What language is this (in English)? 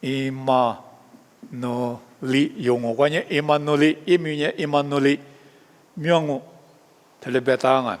Lisu